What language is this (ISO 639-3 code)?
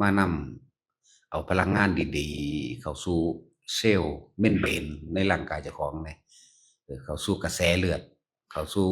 lao